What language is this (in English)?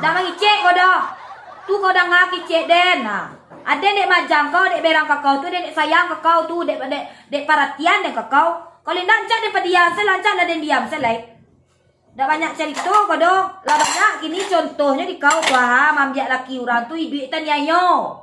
Minangkabau